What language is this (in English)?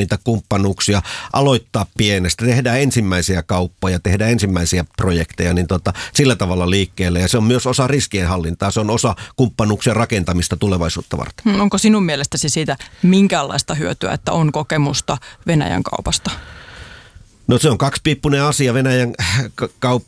Finnish